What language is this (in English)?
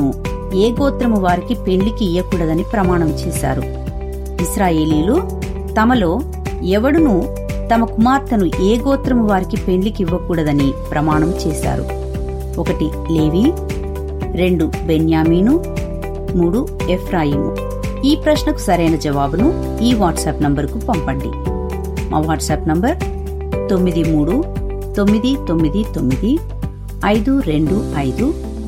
Telugu